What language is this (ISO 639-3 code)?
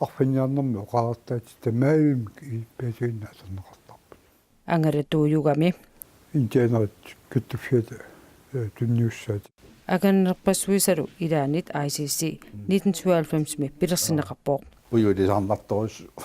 kal